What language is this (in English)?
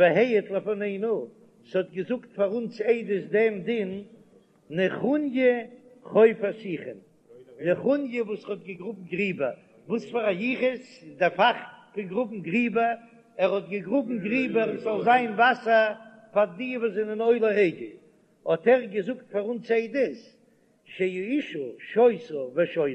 Yiddish